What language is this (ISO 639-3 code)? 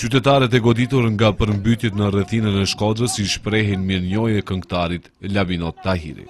sqi